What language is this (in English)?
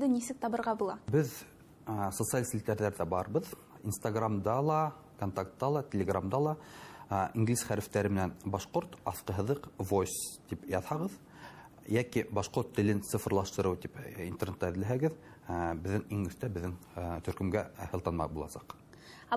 Bashkir